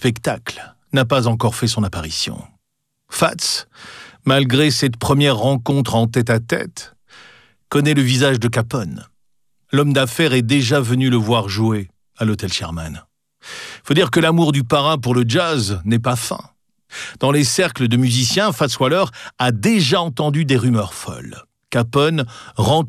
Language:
French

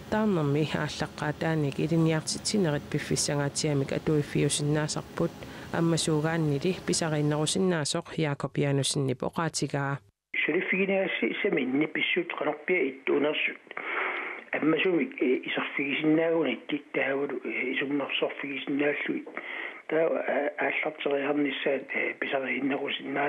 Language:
Kalaallisut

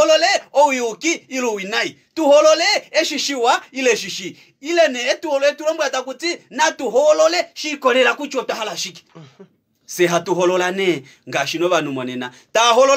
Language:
Kuanyama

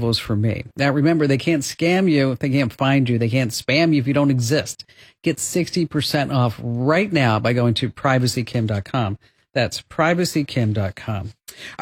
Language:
English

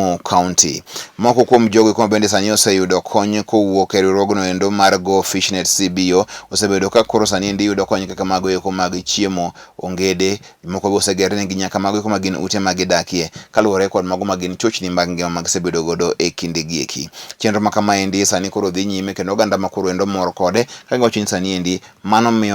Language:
Luo (Kenya and Tanzania)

